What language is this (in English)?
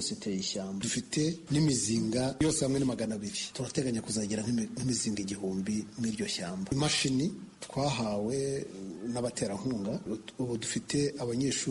Kinyarwanda